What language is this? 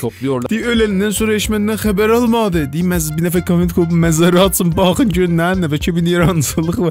South Azerbaijani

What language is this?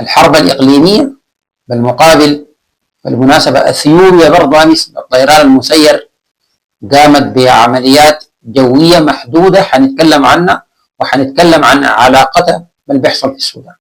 Sudanese Arabic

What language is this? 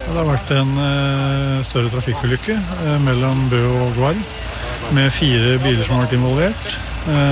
Norwegian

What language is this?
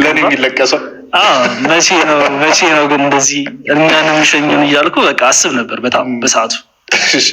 Amharic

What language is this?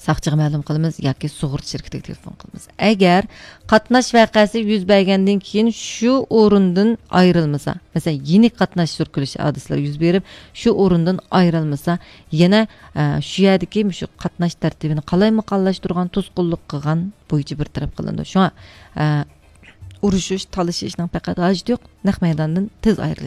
Uyghur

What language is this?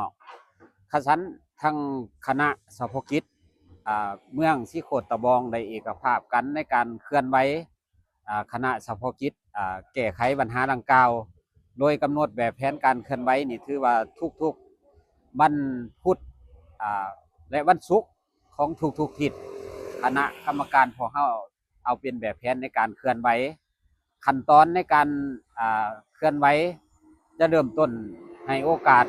Lao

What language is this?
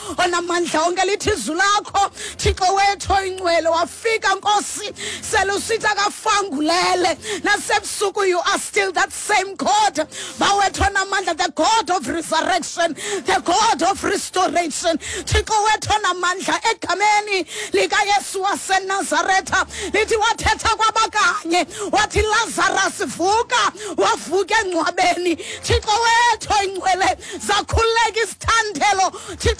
Xhosa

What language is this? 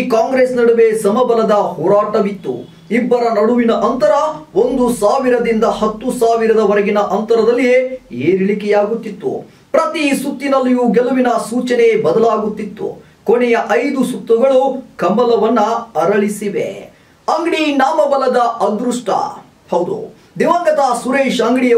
Kannada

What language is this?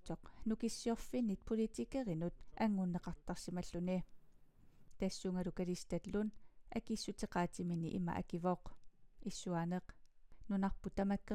Kalaallisut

